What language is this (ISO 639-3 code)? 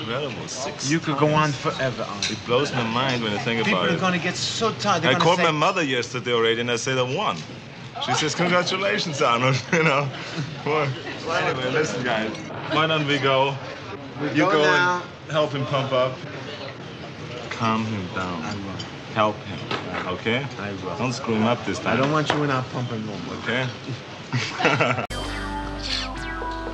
eng